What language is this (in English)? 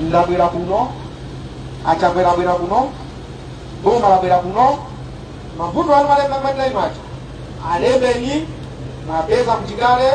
Nyanja